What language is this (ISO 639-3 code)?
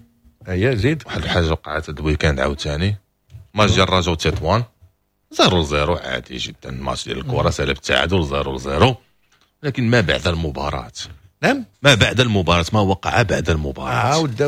ary